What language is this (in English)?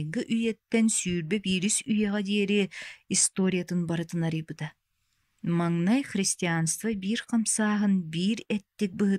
Yakut